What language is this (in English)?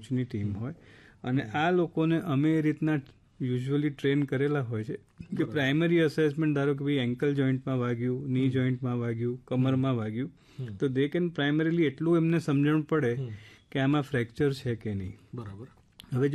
Gujarati